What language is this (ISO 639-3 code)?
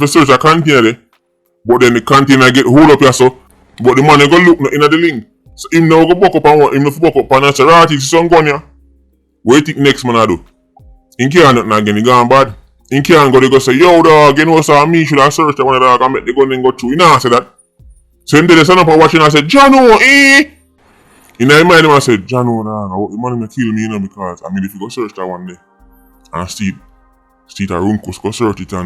jam